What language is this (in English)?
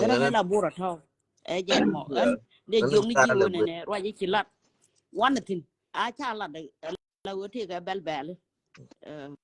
Nuer